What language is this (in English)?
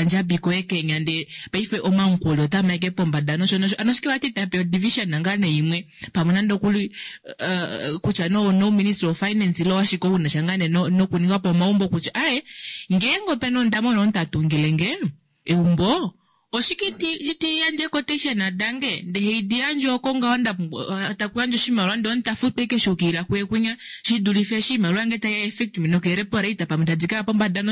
Kuanyama